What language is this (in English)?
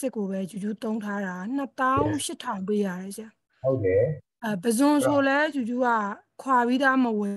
Burmese